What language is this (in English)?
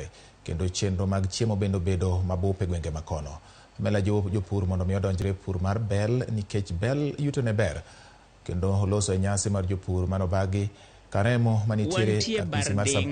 Luo (Kenya and Tanzania)